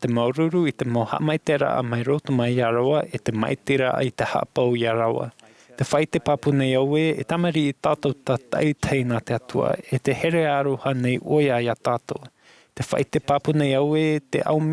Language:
Tahitian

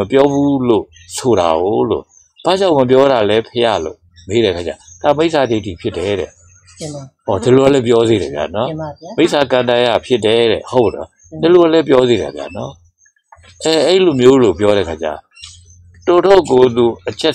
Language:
Burmese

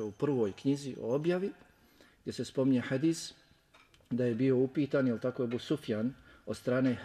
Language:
Bosnian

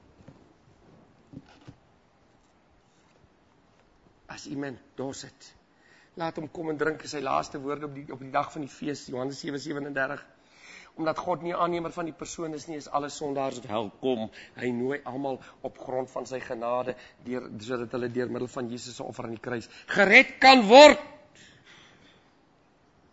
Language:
Afrikaans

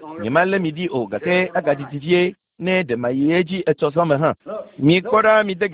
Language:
Ewe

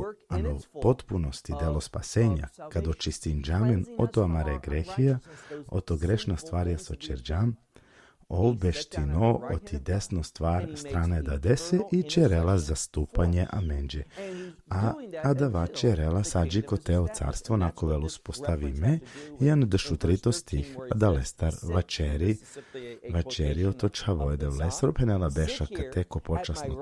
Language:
Balkan Romani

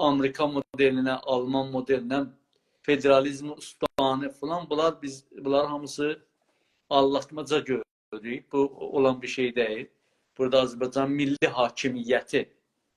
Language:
South Azerbaijani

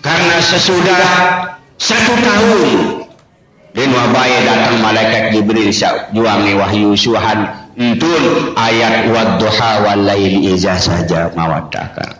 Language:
Sasak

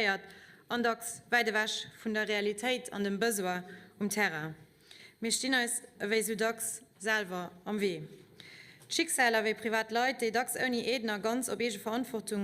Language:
Luxembourgish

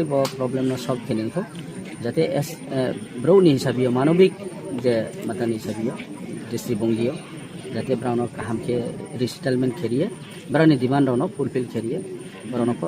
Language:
Riang (India)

